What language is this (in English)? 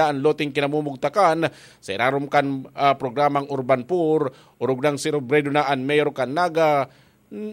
Bikol